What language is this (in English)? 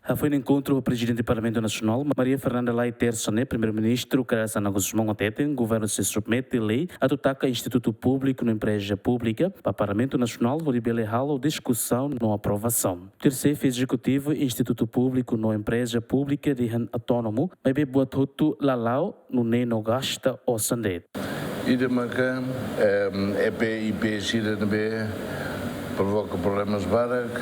Tetum